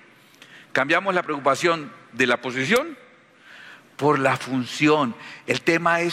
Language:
Spanish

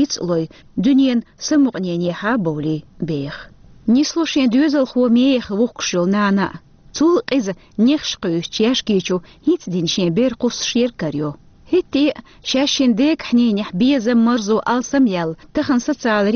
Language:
Chechen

